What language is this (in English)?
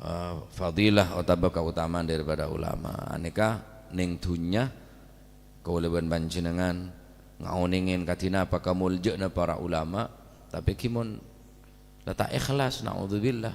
Madurese